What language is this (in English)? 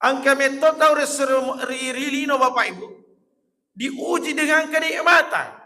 Buginese